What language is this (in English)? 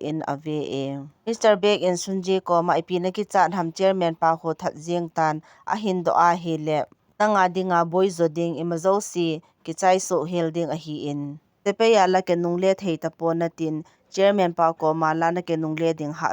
Thado Chin